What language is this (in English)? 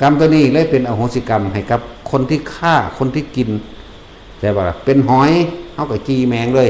Northeastern Thai